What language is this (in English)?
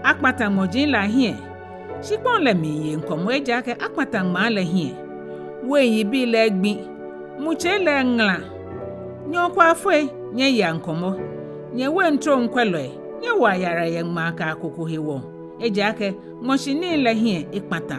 Ga